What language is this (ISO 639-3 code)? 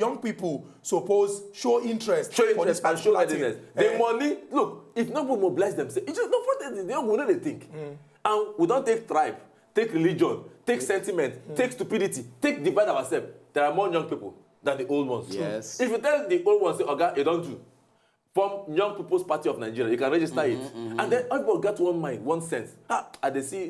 pcm